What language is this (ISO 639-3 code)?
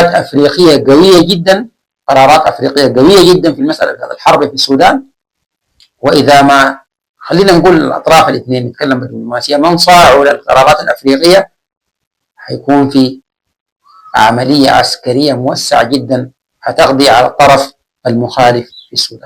apd